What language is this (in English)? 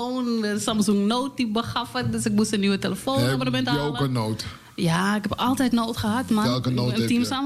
Dutch